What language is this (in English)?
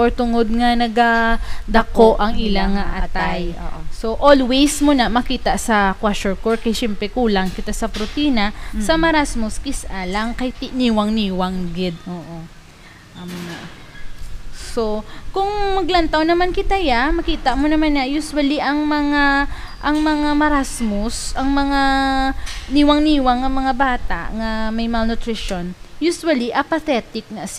Hiligaynon